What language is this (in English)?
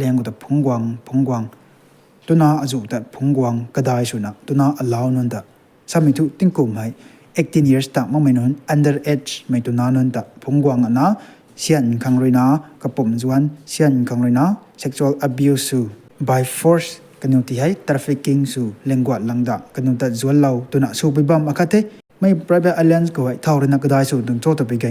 Rongmei Naga